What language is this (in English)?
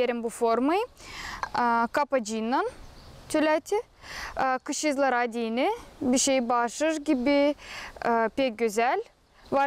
Gagauz